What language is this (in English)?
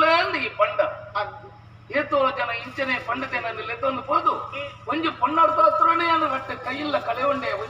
Tulu